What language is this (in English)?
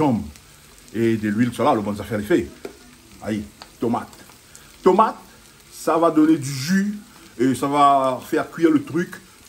Réunion Creole French